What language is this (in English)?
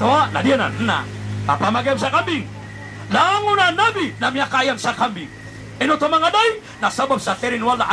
Maranao